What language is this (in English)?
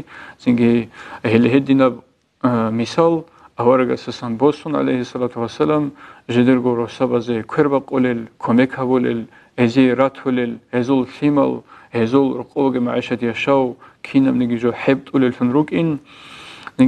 Avaric